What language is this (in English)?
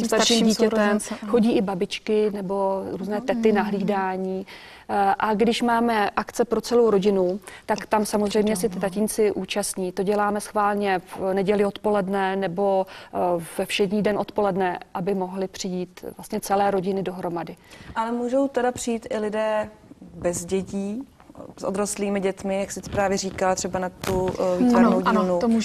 Czech